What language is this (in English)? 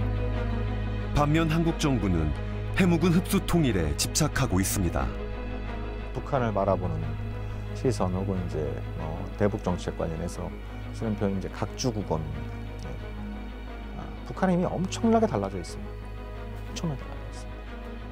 Korean